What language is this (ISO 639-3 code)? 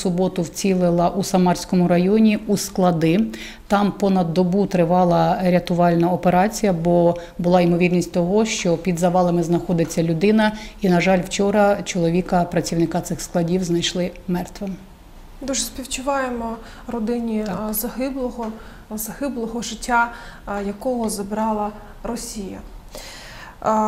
ukr